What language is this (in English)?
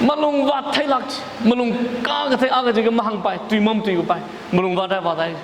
Tangkhul Naga (India)